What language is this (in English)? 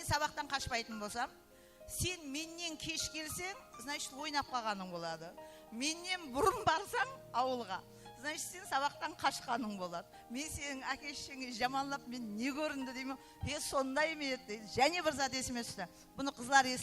Kara-Kalpak